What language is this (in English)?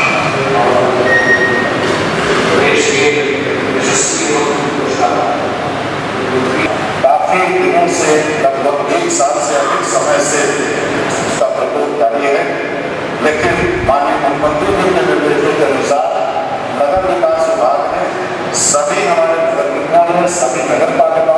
Hindi